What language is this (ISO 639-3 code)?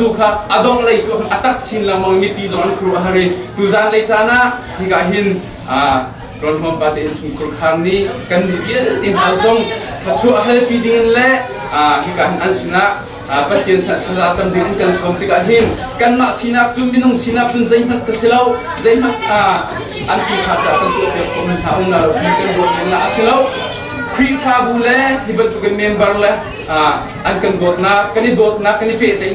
cnh